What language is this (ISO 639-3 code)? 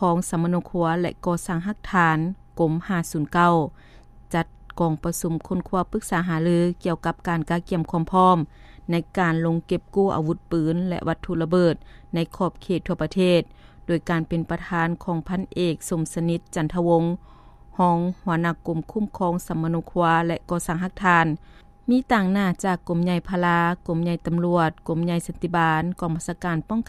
lao